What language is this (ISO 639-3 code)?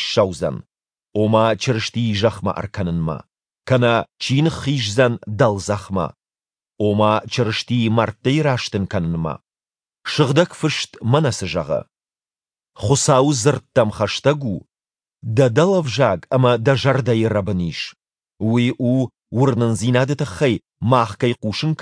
oss